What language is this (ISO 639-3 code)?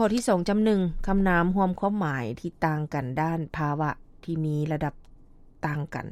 lao